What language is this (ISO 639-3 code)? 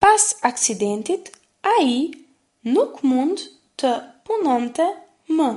sqi